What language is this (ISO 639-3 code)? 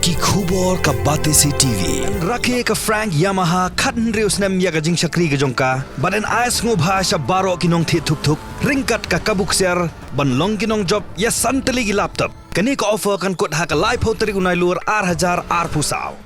kha